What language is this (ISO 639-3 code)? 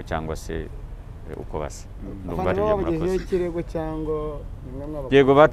kin